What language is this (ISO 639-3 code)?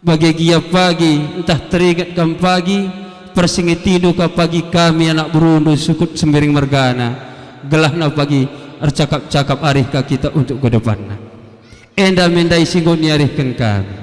btx